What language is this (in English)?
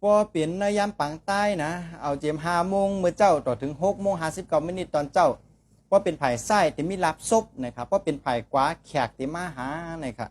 Shan